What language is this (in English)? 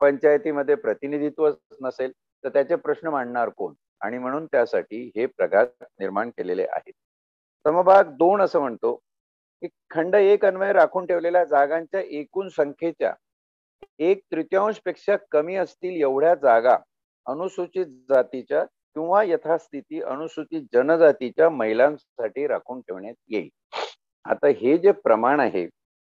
Marathi